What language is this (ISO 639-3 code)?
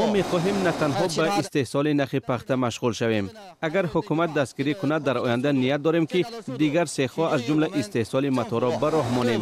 tgk